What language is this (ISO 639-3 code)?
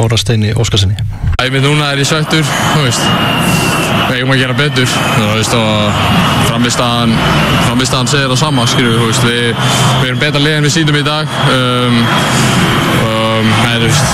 isl